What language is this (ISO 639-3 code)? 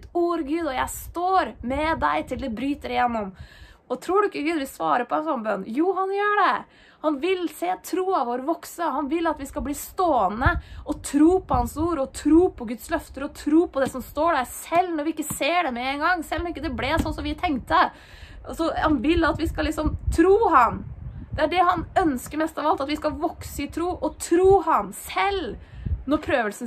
nor